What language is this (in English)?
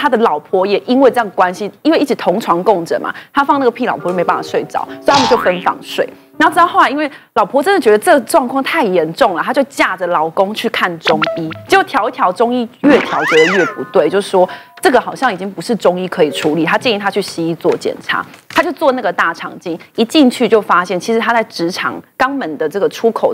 Chinese